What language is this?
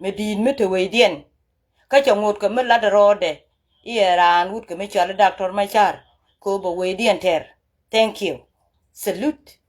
Nuer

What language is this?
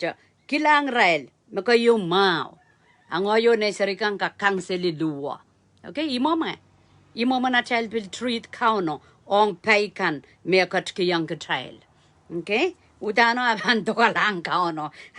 Pohnpeian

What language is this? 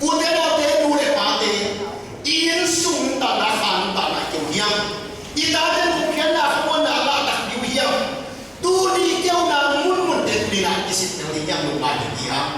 Tedim Chin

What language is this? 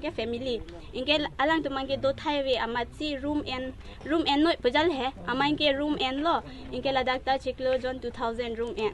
Karbi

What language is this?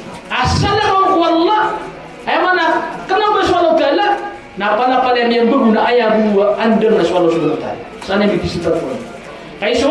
Maranao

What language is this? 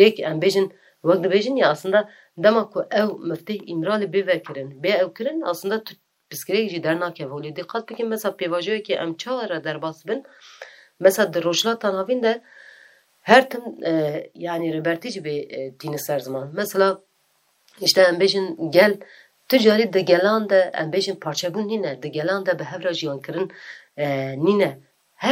Kurdish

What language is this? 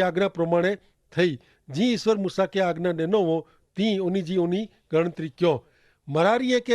Kachhi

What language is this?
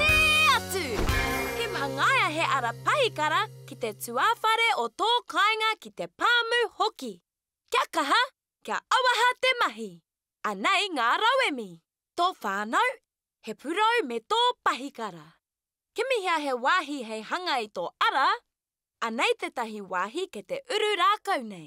Māori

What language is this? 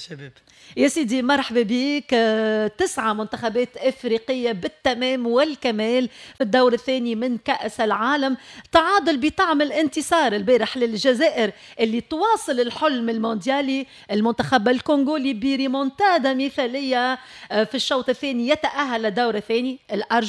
Tunisian Arabic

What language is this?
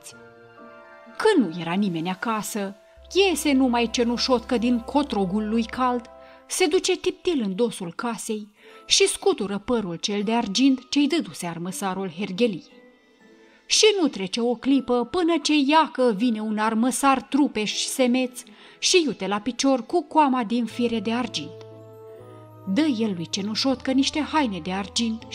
Romanian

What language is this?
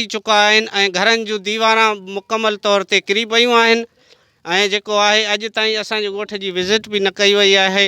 Sindhi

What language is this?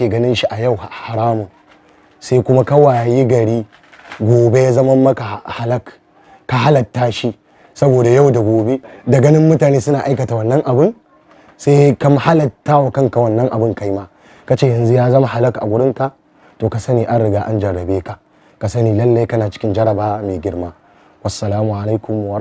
Hausa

